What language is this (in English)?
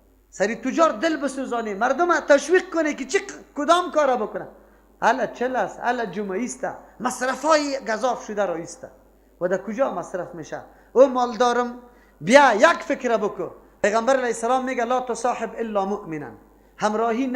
Persian